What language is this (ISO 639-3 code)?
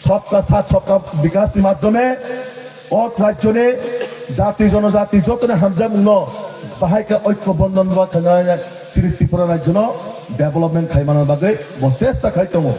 trp